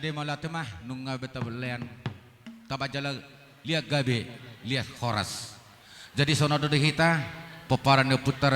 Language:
Batak Toba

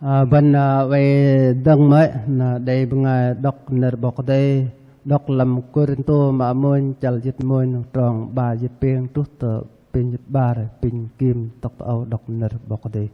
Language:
Bahnar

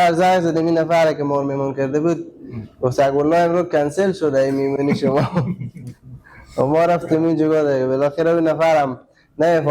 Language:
Persian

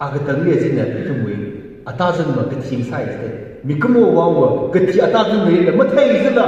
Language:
Tangkhul Naga (India)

